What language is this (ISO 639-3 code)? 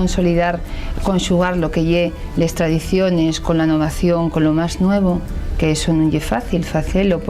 ast